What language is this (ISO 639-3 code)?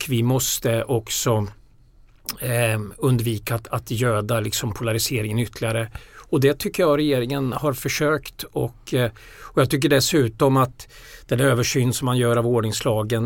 swe